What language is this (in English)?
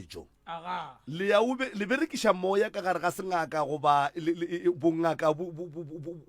Northern Sotho